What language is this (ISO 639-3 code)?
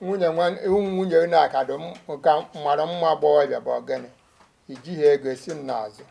ibo